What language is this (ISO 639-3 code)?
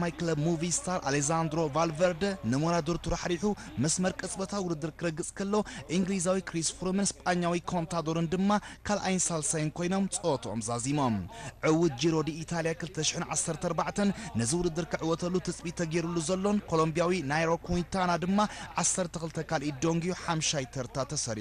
tir